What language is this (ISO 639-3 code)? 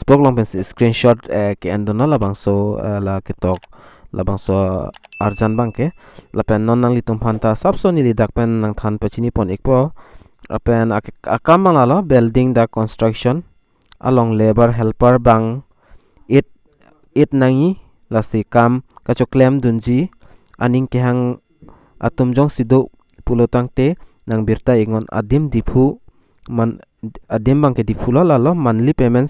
mjw